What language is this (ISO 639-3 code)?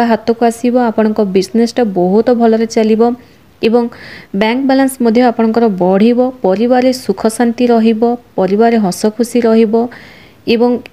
ori